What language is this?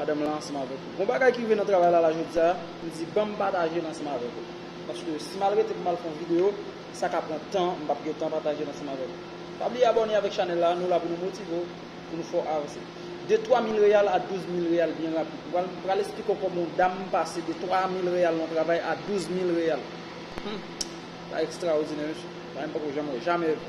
Haitian Creole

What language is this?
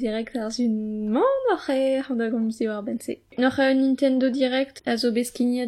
Breton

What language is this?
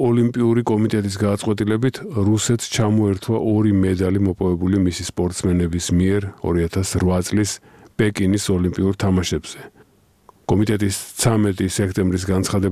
Georgian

